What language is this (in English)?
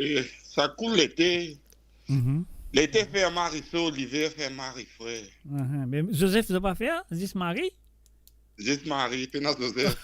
Morisyen